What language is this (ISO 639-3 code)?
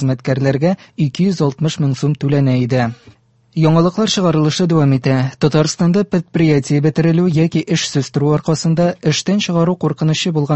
tat